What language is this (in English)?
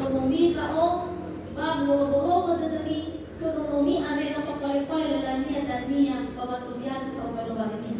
Nias